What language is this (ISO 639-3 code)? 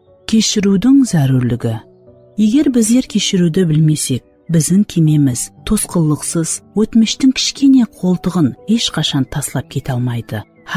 kaa